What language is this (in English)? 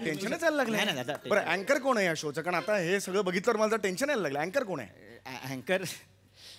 Marathi